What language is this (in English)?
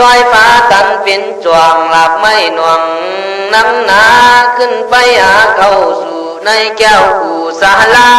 Khün